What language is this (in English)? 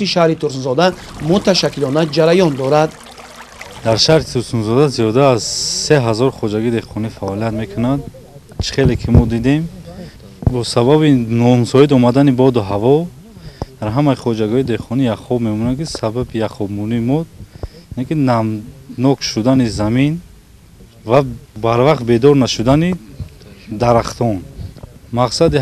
Tajik